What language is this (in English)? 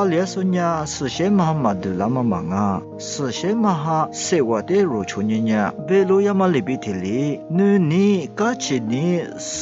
Lisu